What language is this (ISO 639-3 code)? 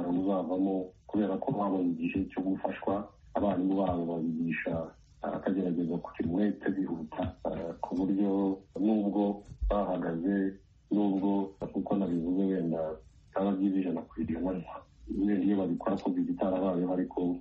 kin